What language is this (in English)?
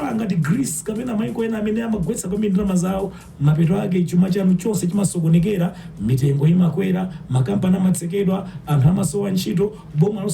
Nyanja